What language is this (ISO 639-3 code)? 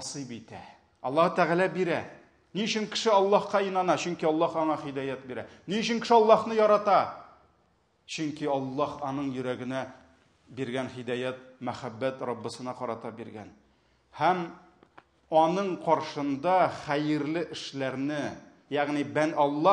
tat